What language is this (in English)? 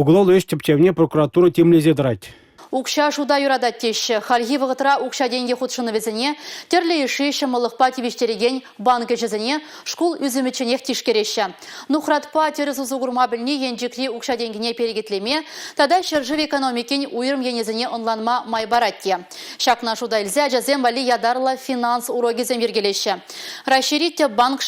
Chuvash